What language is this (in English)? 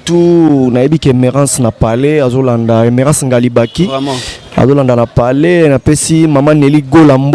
Lingala